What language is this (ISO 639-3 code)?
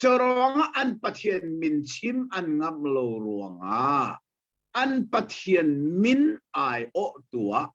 cnh